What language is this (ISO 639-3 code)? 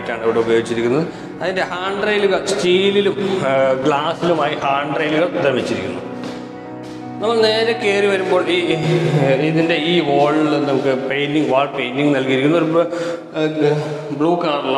mal